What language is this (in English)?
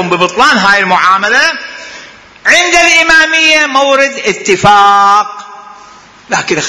Mesopotamian Arabic